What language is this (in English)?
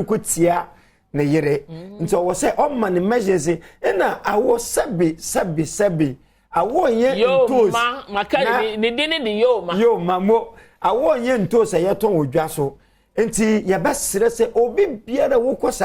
Akan